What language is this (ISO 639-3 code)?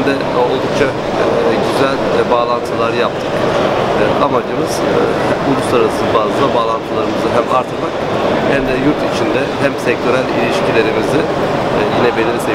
tur